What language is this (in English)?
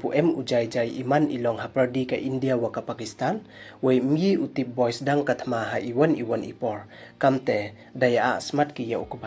Pnar